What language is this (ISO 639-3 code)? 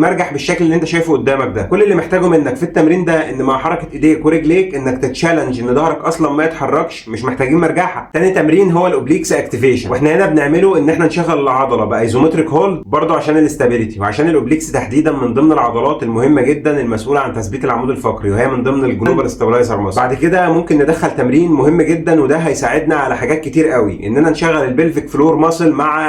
arz